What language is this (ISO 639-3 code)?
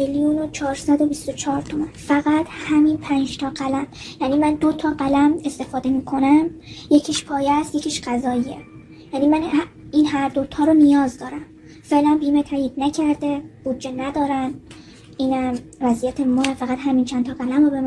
fas